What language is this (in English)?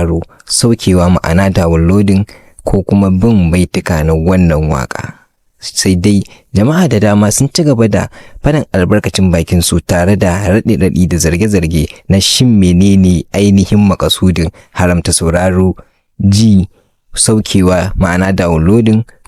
Hausa